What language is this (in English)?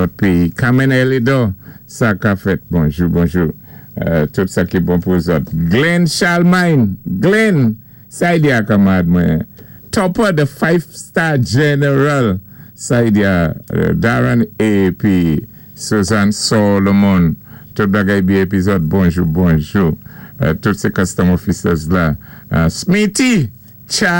Saint Lucian Creole French